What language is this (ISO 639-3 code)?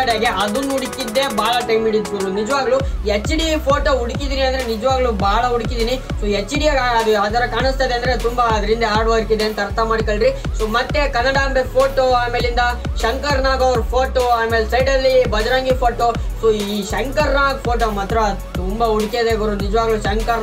kan